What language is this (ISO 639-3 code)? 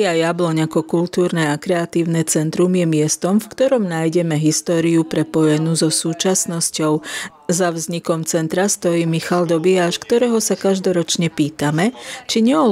slk